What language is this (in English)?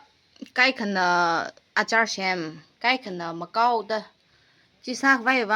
Tangkhul Naga (India)